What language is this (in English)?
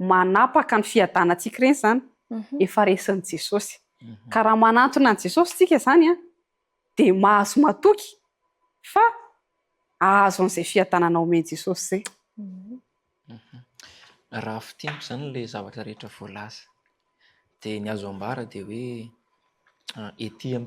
Malagasy